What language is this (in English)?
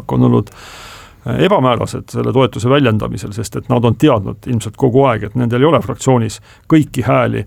Estonian